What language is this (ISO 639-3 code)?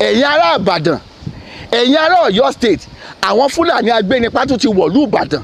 yor